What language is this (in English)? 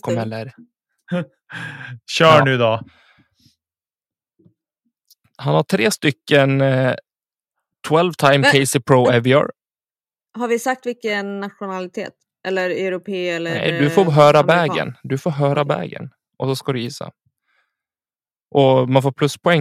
Swedish